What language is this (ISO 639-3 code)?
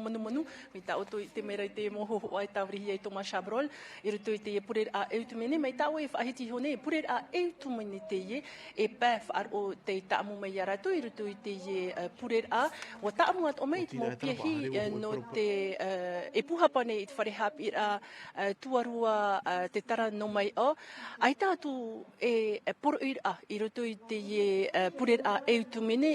tah